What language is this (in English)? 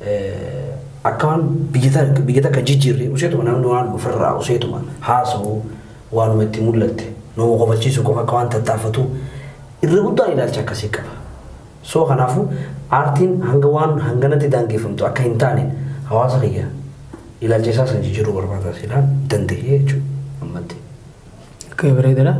Oromo